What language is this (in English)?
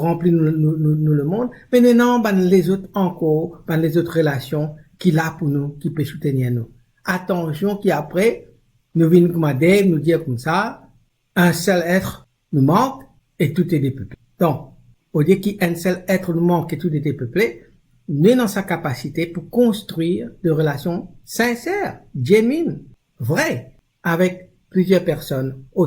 Morisyen